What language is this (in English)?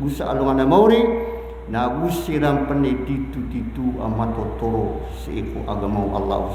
Maranao